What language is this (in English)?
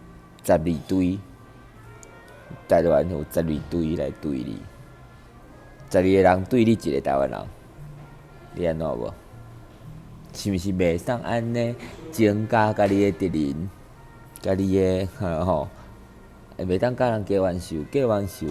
Min Nan Chinese